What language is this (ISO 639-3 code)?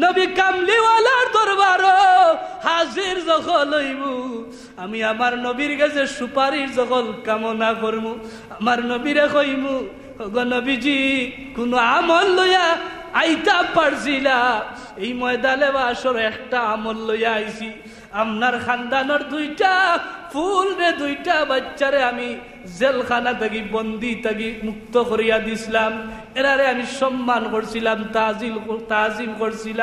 syl